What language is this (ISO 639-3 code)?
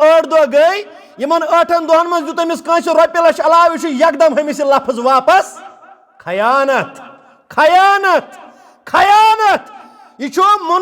kas